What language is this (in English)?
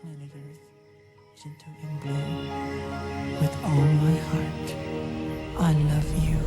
South Bolivian Quechua